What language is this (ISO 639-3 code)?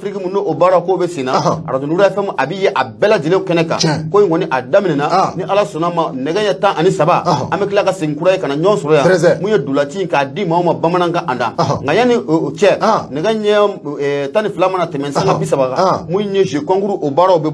bam